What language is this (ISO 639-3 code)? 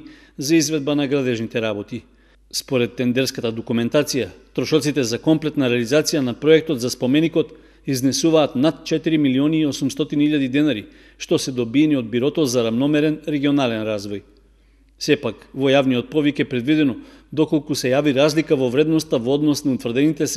mkd